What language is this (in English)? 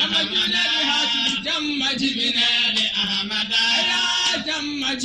Fula